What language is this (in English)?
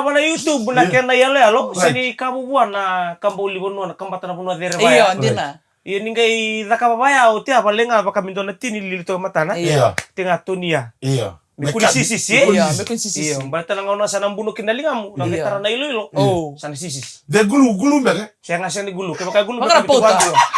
Fijian